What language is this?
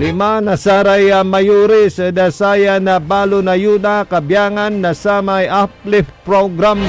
Pangasinan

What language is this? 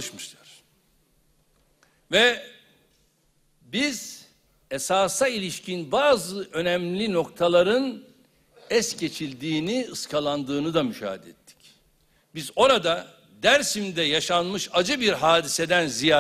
Turkish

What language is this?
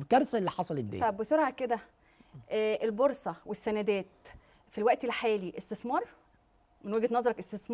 Egyptian Arabic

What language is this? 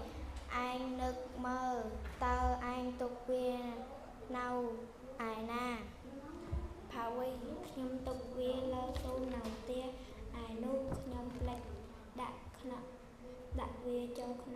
Khmer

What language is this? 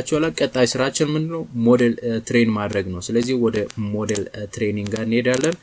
Amharic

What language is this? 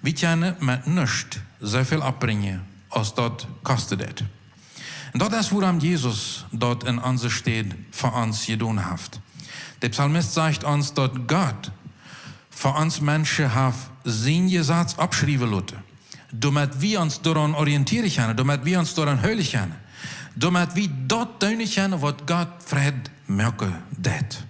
Plautdietsch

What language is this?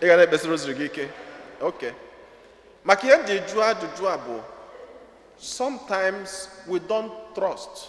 Igbo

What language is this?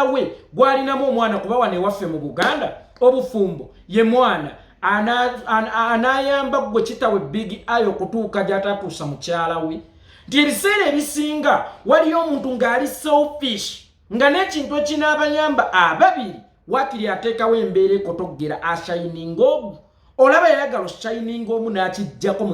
Ganda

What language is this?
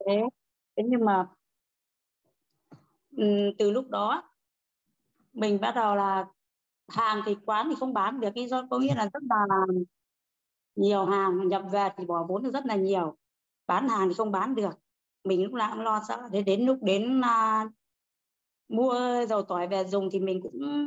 Vietnamese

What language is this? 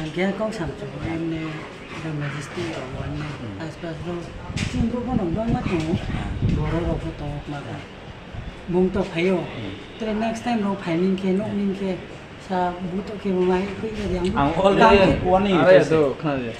Riang (India)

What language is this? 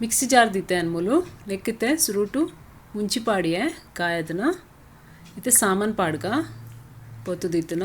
Tulu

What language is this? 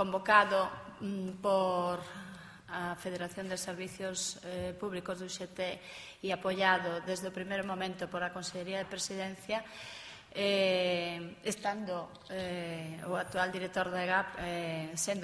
Galician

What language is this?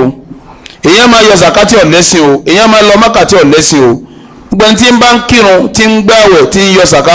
Yoruba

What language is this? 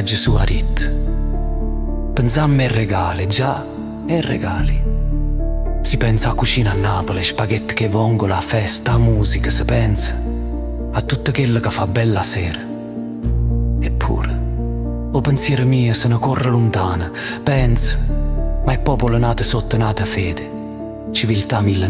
Neapolitan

